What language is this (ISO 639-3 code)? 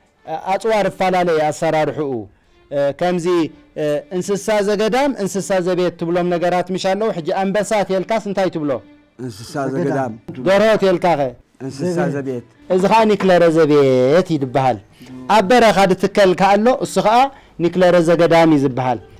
tir